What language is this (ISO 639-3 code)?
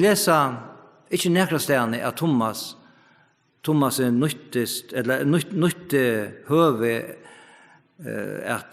fao